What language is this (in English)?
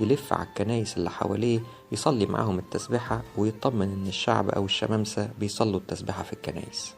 Egyptian Arabic